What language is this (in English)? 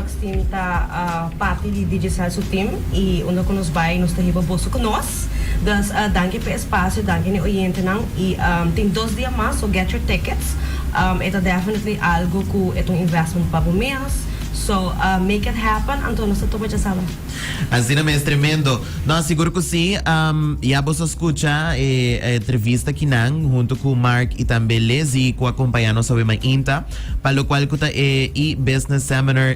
Papiamento